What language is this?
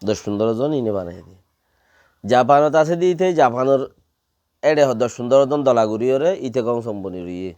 Rohingya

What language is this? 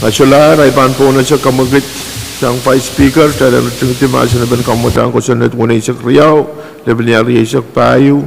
Pohnpeian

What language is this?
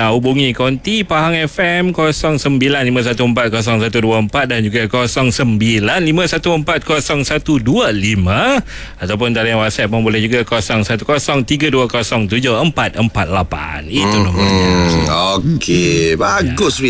Malay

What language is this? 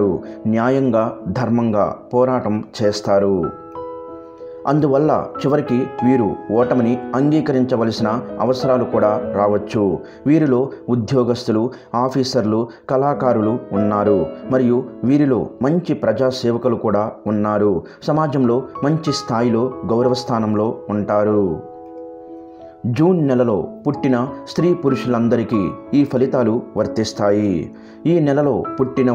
Telugu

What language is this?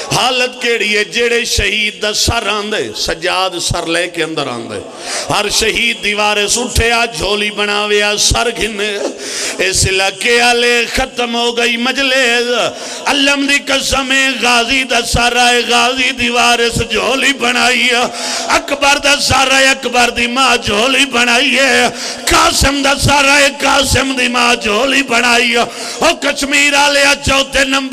Pahari-Potwari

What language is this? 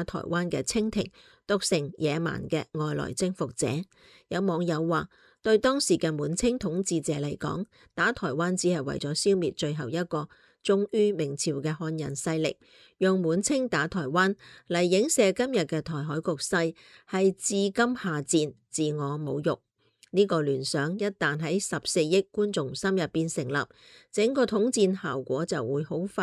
Cantonese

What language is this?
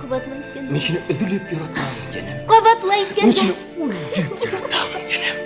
Bashkir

